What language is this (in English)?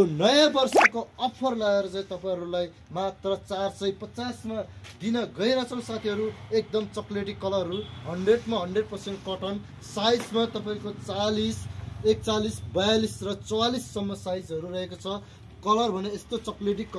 Nepali